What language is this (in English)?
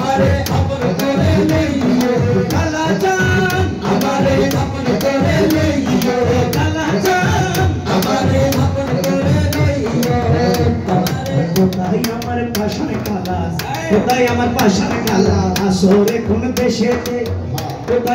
Bangla